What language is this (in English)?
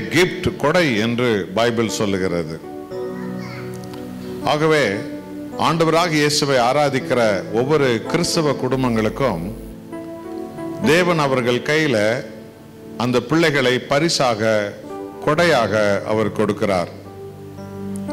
Tamil